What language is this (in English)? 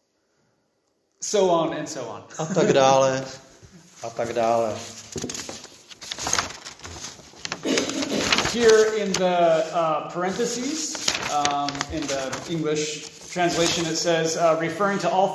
Czech